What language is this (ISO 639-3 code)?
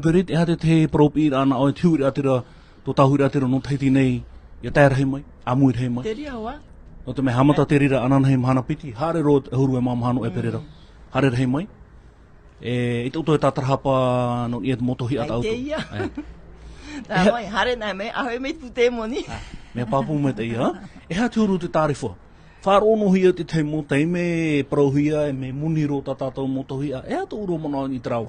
tah